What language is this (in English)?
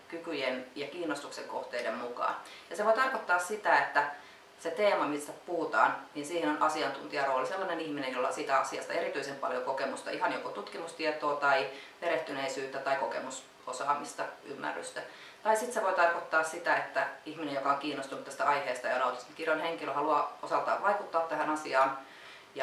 Finnish